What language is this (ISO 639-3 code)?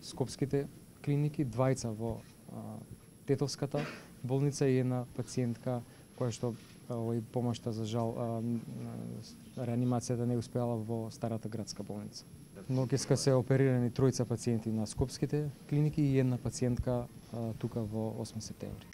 mkd